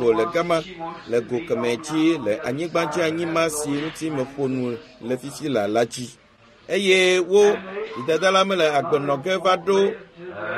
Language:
Ewe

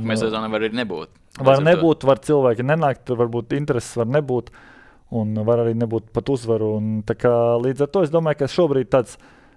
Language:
Latvian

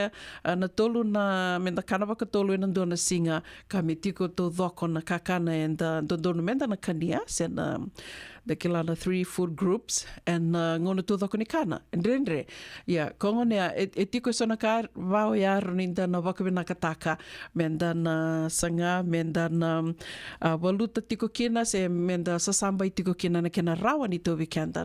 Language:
Fijian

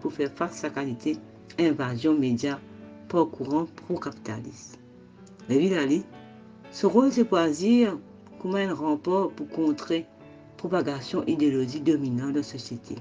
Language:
Morisyen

